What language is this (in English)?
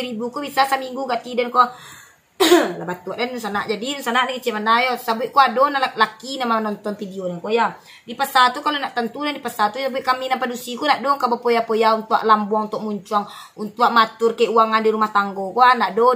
Minangkabau